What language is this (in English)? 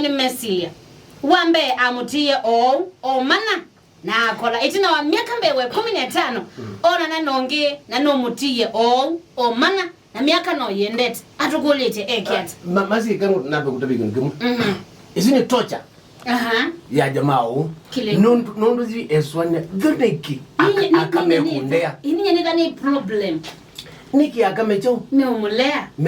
Kamba